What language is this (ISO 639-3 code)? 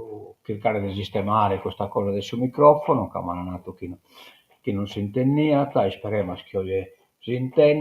srd